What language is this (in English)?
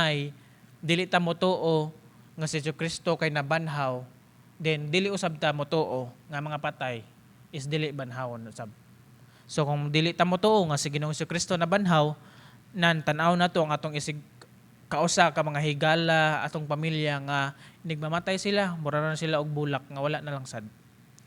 Cebuano